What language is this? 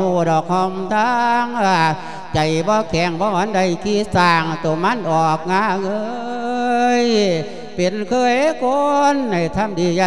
Lao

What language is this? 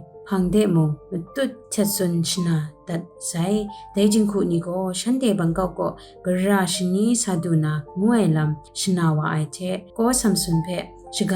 Kachin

